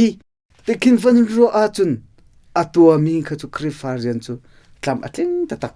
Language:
Hakha Chin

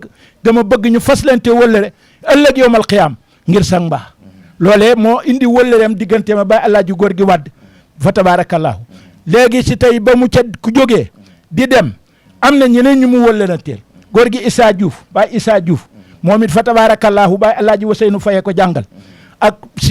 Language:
Wolof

